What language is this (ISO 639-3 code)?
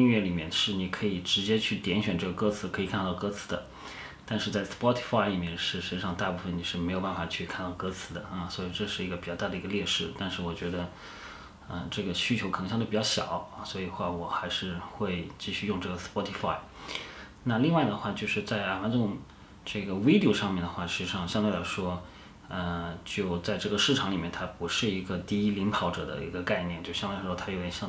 zho